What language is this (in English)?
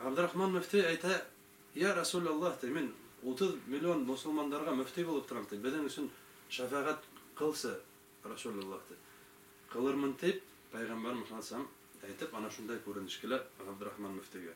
Bashkir